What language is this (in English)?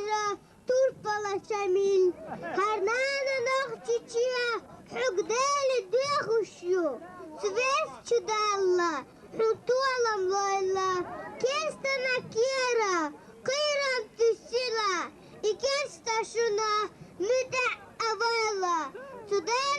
Chechen